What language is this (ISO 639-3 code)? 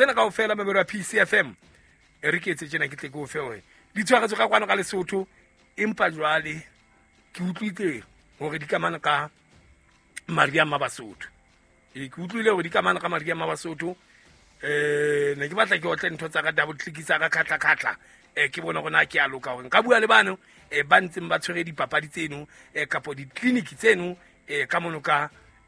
sot